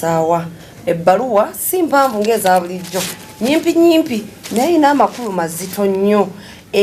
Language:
Ganda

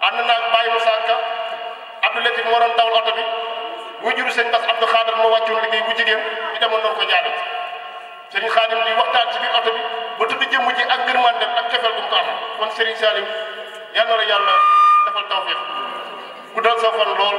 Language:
Wolof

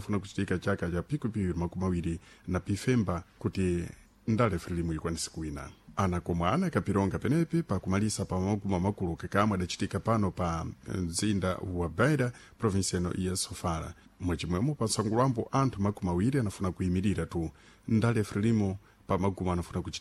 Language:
Sena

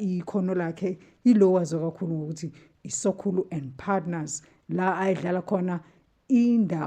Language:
Zulu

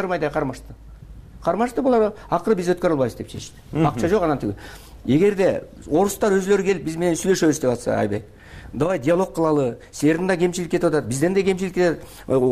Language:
Kyrgyz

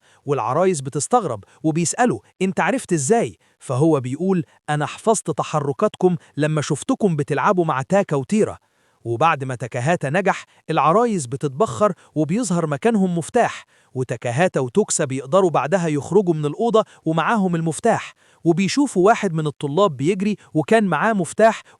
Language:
Egyptian Arabic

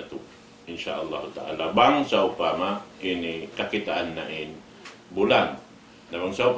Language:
Tausug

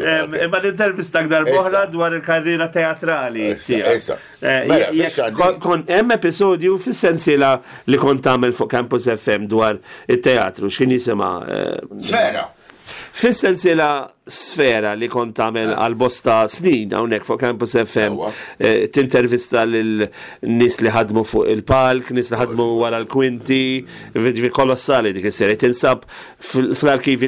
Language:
Maltese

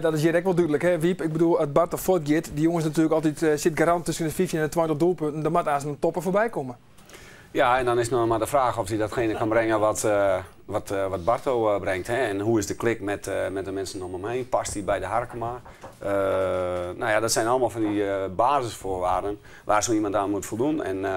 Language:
Western Frisian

